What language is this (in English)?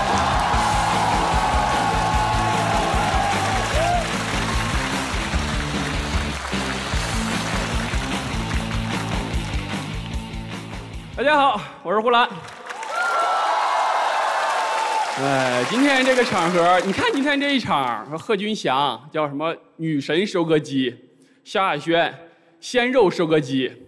Chinese